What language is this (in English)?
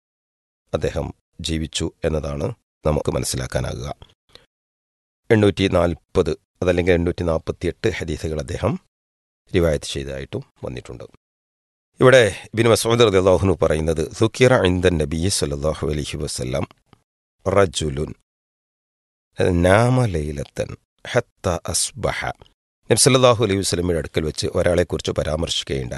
Malayalam